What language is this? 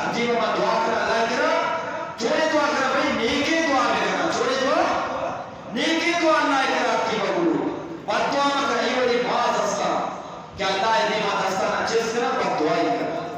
Eastern Balochi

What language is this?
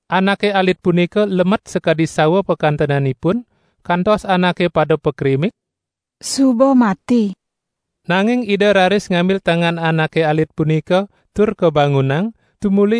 Balinese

